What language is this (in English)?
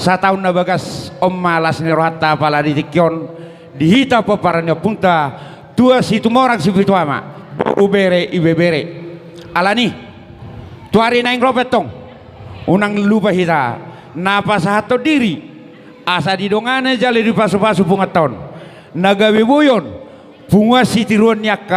Batak Toba